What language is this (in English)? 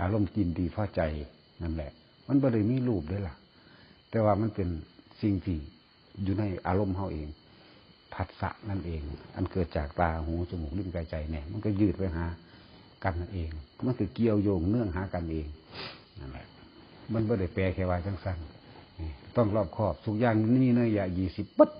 Northeastern Thai